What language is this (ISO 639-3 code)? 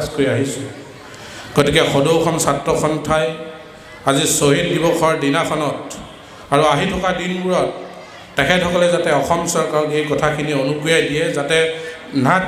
asm